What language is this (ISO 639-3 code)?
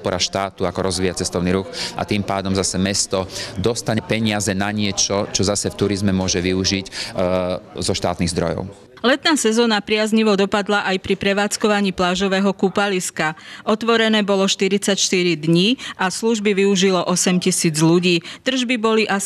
slk